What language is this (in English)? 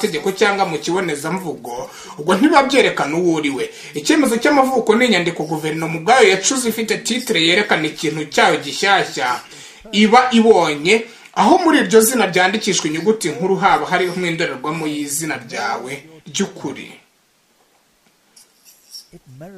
Kinyarwanda